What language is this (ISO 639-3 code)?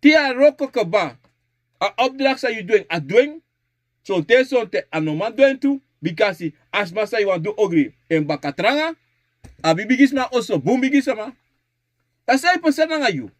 srn